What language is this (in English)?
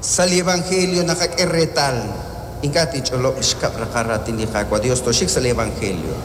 Kekchí